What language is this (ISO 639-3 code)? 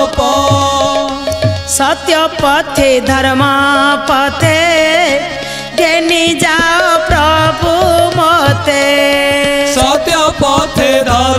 ori